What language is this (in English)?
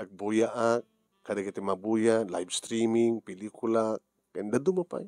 Iloko